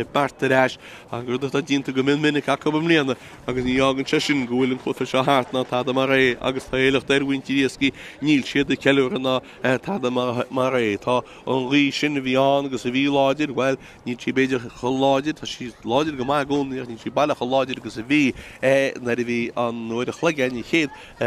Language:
Irish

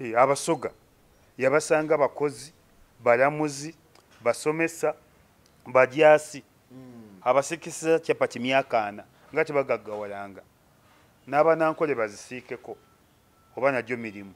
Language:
Ganda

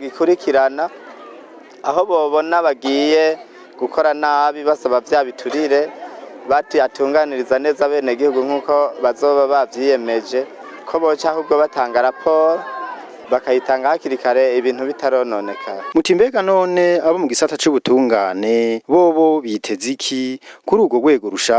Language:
Rundi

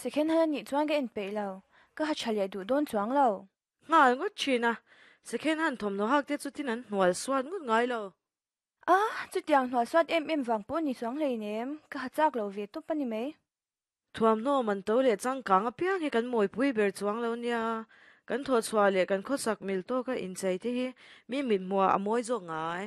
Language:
Mizo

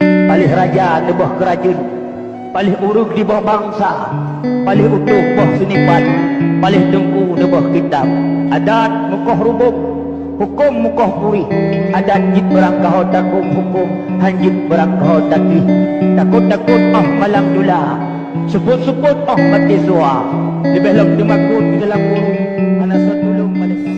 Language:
Achinese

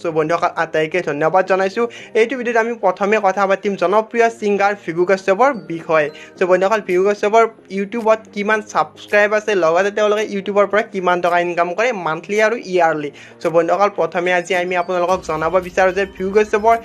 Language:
Assamese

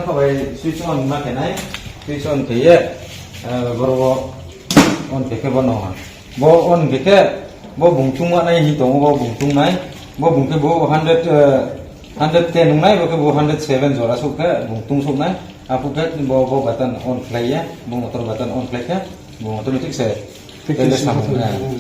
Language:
Riang (India)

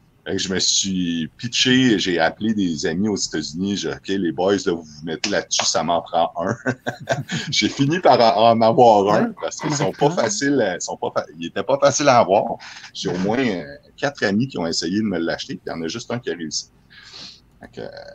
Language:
French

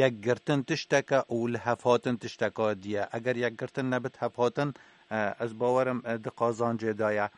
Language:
Kurdish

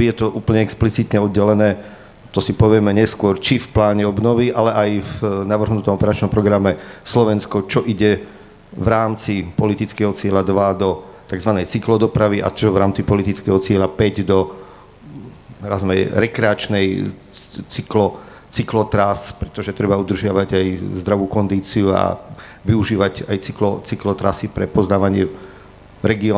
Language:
Slovak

